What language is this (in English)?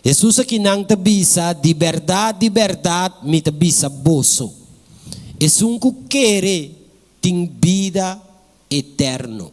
Papiamento